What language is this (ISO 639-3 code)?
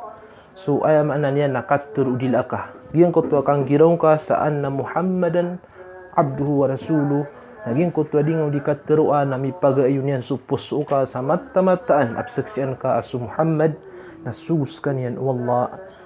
mrw